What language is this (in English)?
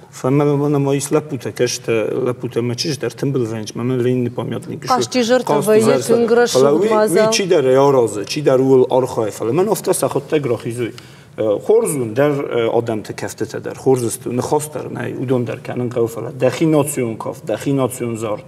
Ossetic